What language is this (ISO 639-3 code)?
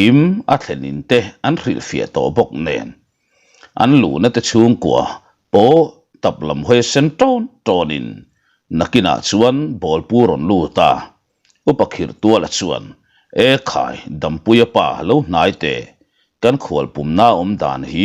lus